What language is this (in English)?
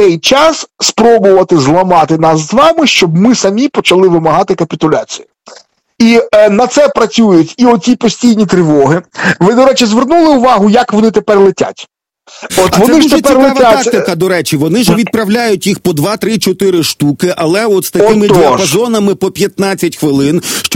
Ukrainian